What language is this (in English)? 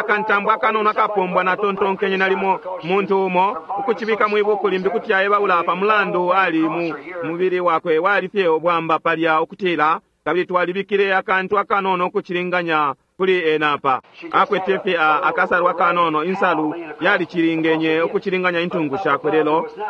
Bemba